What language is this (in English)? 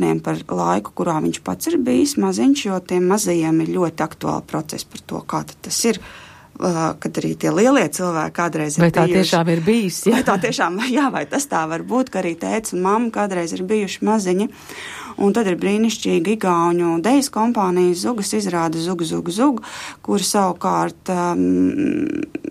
Latvian